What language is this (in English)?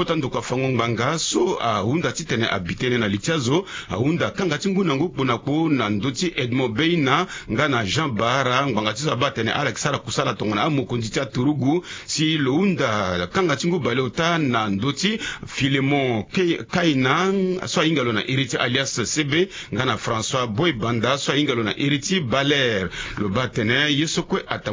Sango